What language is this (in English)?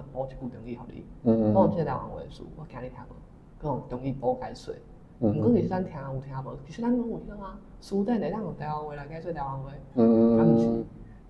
Min Nan Chinese